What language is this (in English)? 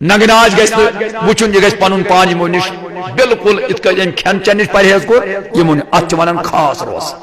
Kashmiri